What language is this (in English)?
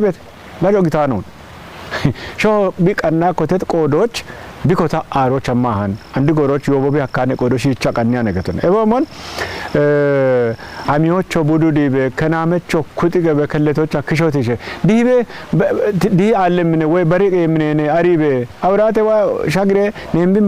Kafa